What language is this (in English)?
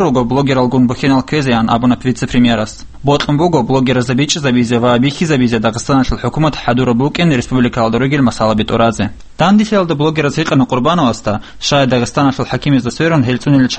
Avaric